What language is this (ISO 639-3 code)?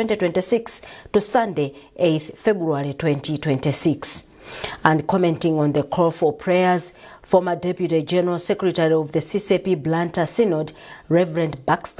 eng